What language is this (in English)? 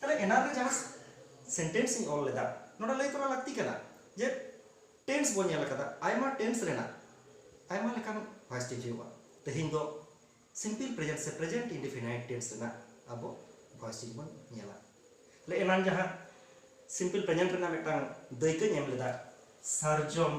Santali